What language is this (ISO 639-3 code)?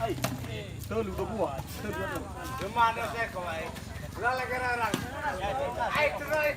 nia